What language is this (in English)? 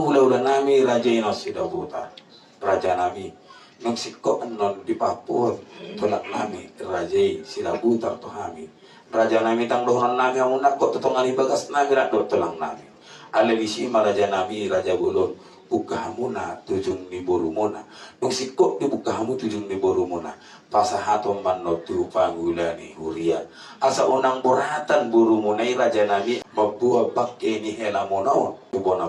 Batak Toba